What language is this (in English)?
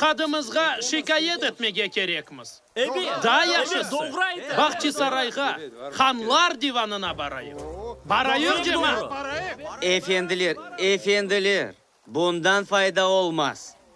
Crimean Tatar